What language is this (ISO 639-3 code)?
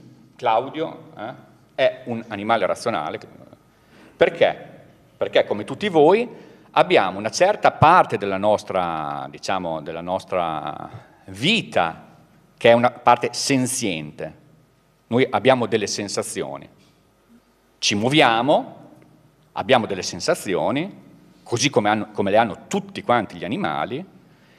ita